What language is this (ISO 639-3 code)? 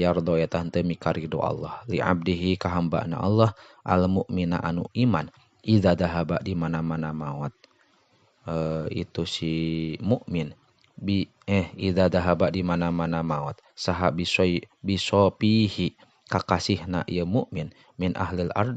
sun